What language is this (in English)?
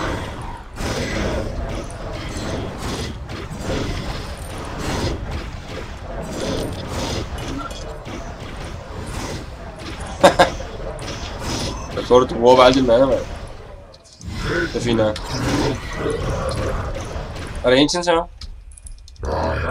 Danish